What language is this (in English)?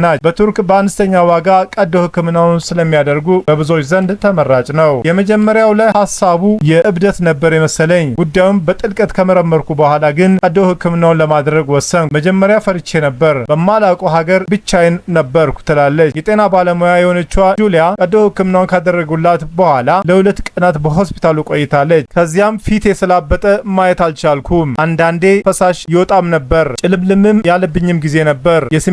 Amharic